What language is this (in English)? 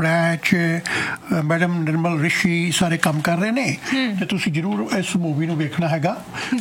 Punjabi